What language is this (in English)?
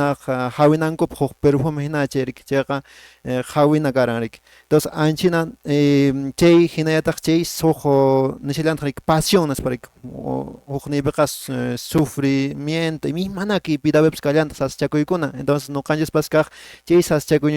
Quechua